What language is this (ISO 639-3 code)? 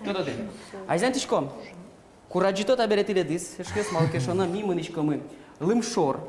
udm